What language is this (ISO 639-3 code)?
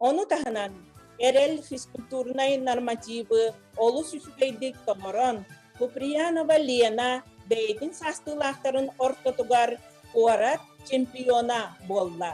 sah